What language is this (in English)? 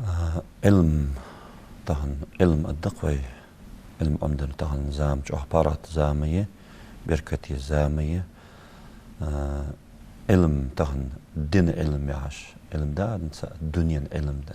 Ingush